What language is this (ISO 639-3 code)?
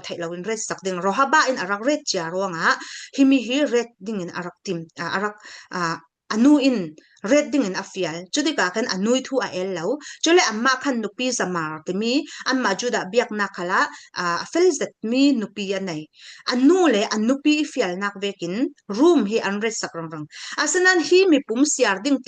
cfm